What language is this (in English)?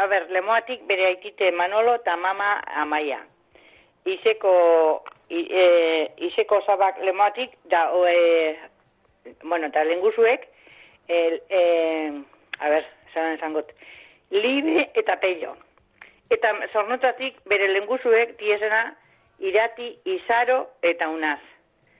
Basque